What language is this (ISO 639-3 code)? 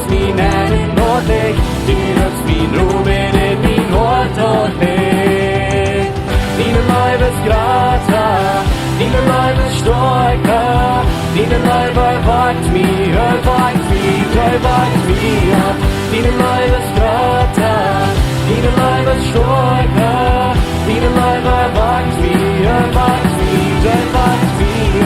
pdt